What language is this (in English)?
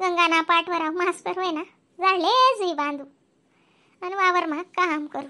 Khandesi